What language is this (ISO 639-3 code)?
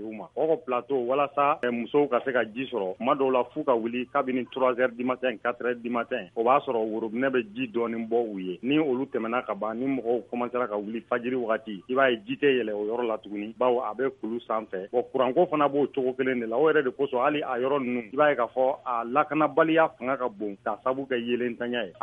bam